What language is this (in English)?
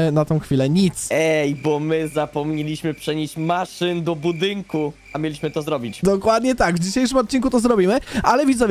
Polish